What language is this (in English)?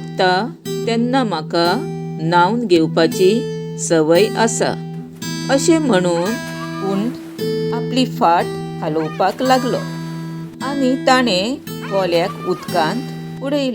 Konkani